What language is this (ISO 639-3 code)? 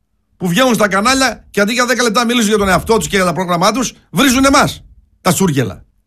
ell